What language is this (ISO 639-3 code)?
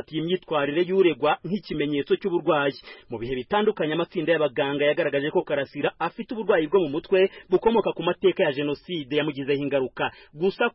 kin